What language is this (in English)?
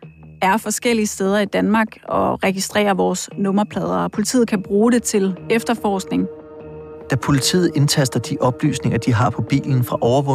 Danish